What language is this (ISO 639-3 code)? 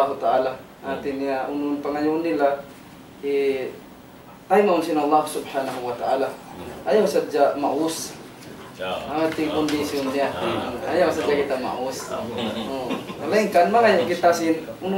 tsg